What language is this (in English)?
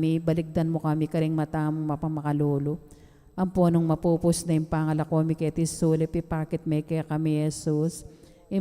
Pampanga